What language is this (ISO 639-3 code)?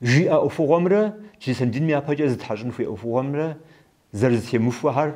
kbd